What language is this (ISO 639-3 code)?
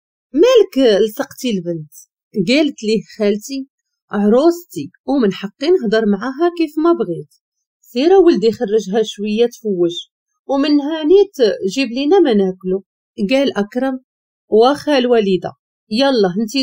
ary